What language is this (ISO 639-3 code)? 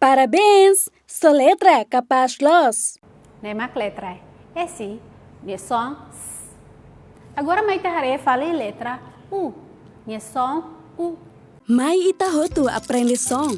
tet